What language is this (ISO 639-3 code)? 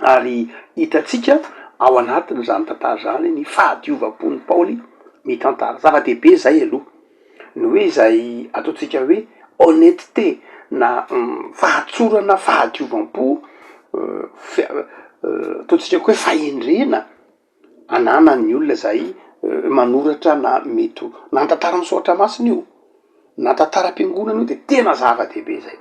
mlg